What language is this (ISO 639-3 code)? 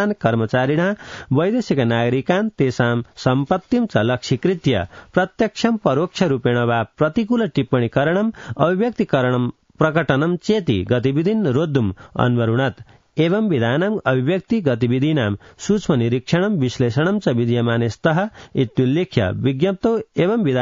san